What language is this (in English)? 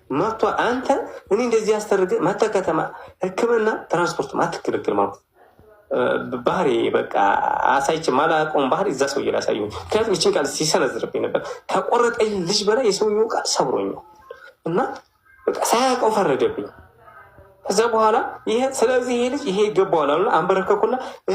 Amharic